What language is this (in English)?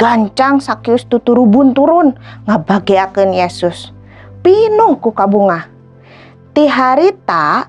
Sundanese